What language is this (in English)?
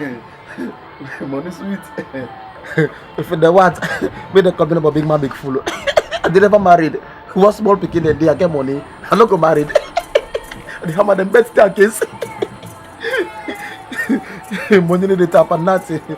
Krio